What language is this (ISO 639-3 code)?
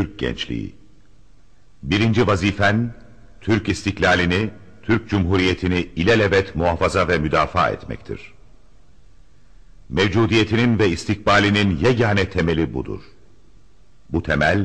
tur